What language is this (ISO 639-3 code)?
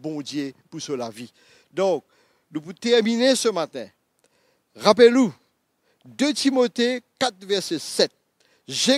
mfe